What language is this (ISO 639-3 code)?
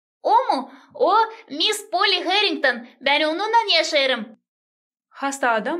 gag